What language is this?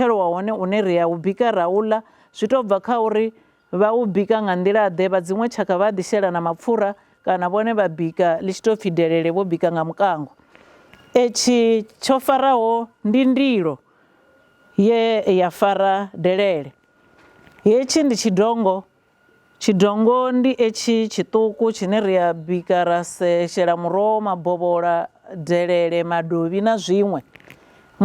Venda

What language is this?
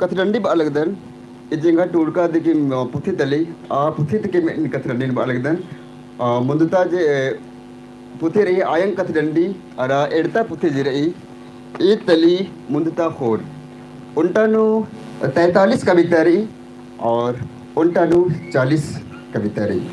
Kurukh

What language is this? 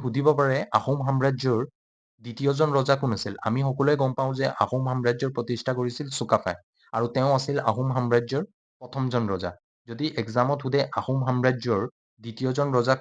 Assamese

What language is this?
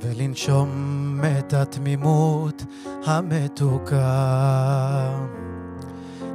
Hebrew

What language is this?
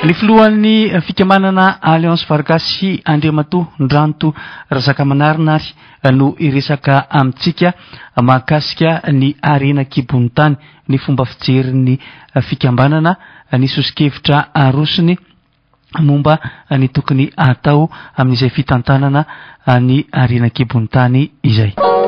Malagasy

